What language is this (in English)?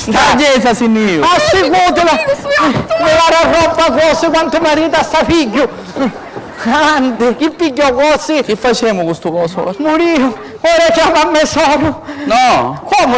Sicilian